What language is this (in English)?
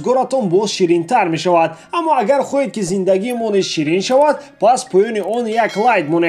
Tajik